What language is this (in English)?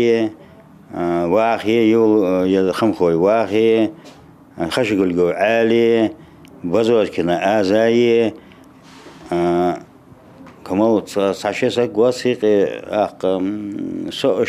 Ingush